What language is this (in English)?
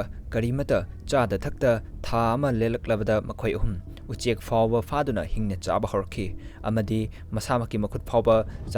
Manipuri